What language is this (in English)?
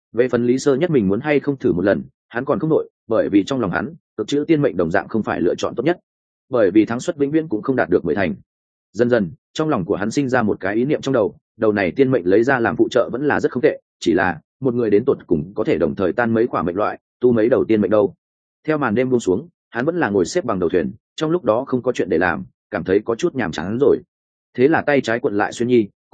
Vietnamese